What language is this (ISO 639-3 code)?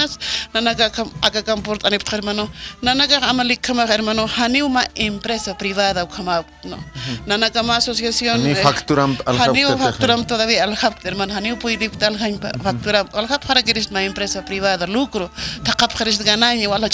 aym